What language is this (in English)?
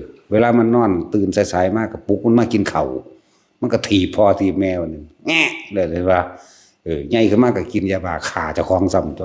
Northeastern Thai